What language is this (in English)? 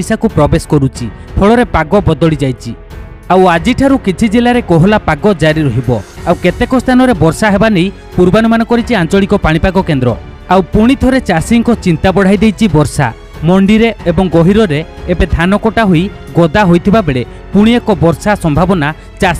Odia